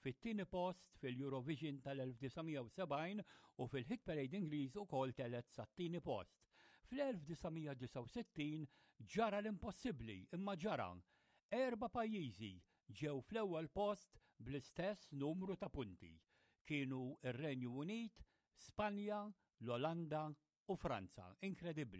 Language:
Maltese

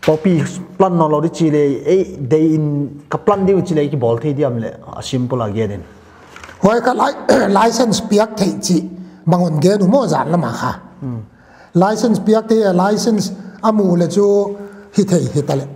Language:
Paite Chin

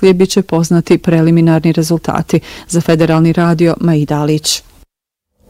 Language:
Bosnian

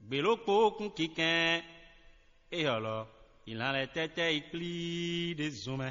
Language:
Fon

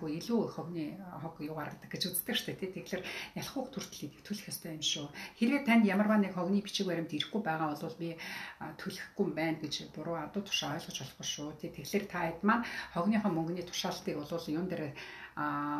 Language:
Mongolian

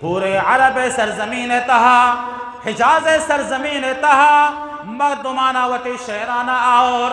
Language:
Eastern Balochi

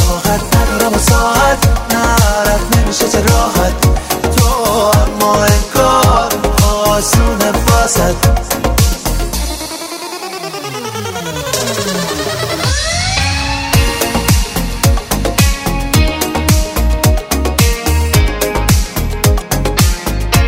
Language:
Persian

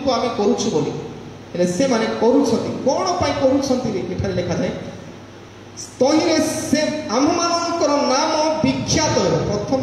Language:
Odia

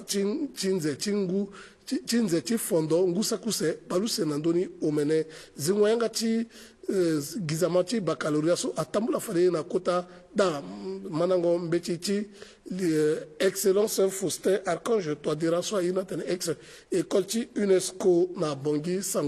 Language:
Sango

